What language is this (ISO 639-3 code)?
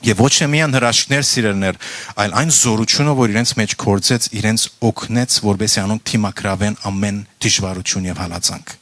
hyw